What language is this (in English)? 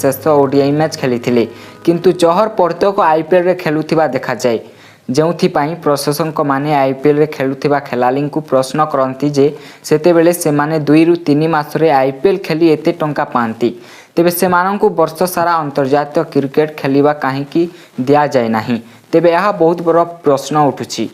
Odia